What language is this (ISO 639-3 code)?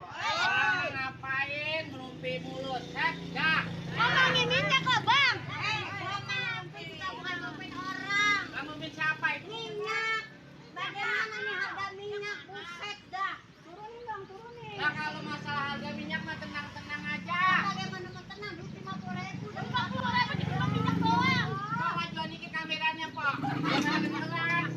bew